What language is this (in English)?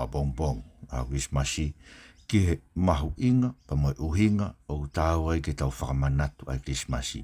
Tongan